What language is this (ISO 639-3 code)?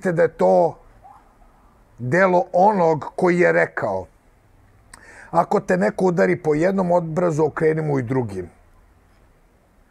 srp